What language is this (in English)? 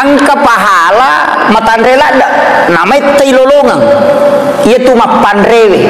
Buginese